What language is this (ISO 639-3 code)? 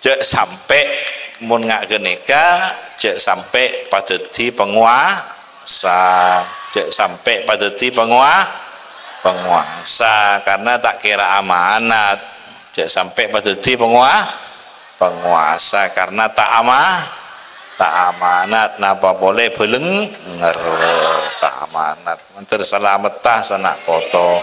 mad